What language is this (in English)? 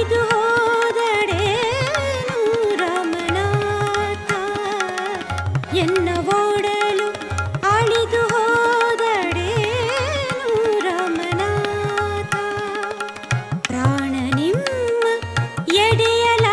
Kannada